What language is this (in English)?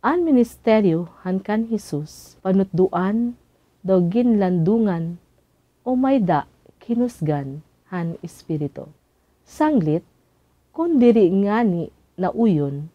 Waray